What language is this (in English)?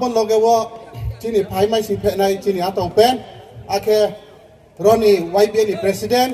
Riang (India)